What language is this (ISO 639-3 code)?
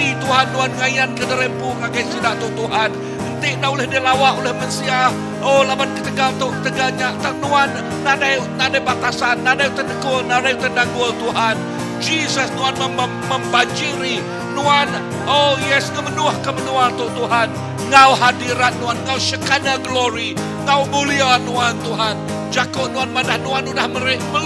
iba